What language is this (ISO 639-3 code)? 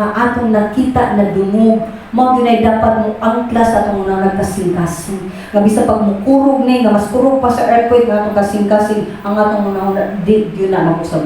ceb